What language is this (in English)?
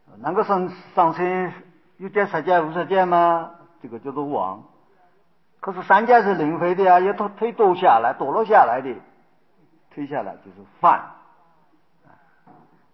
Chinese